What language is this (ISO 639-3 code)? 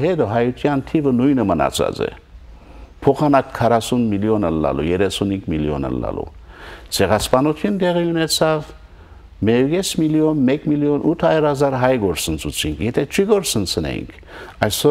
hyw